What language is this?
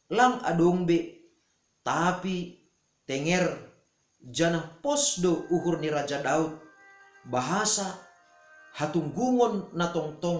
Batak Simalungun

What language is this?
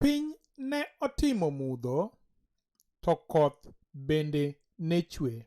Luo (Kenya and Tanzania)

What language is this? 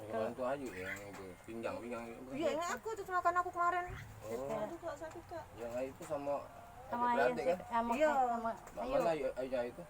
Musi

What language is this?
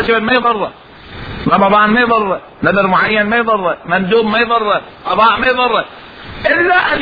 Mesopotamian Arabic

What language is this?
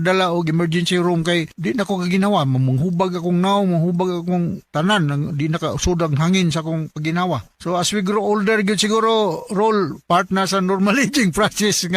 Cebuano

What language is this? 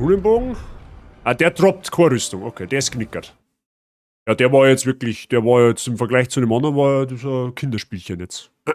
Bavarian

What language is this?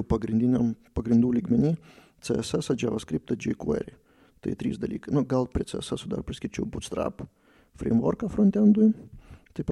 Lithuanian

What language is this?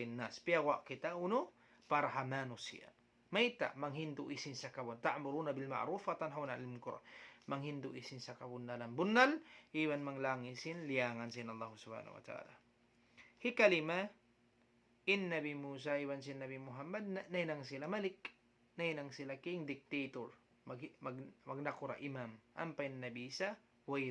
Tausug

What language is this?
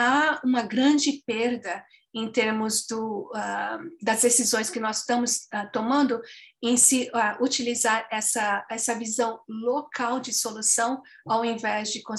Portuguese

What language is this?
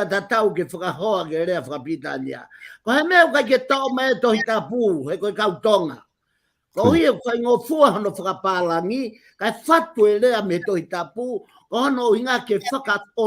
Tongan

